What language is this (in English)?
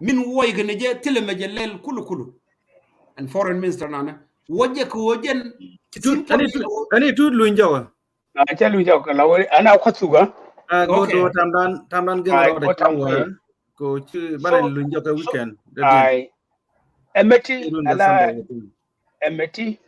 Nuer